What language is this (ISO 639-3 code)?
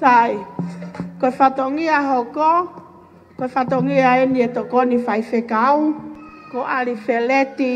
ton